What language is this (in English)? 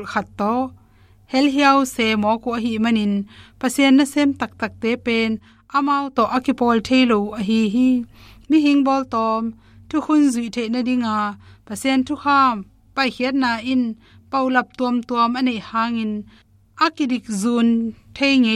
Tedim Chin